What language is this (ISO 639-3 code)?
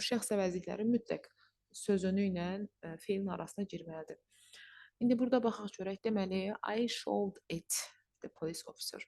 aze